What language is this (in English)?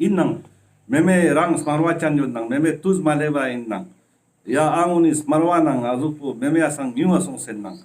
Ladakhi